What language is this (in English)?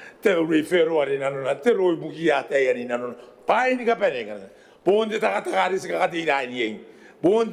Gilbertese